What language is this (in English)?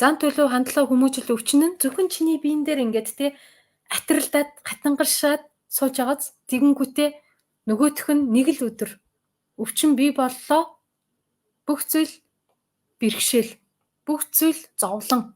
Mongolian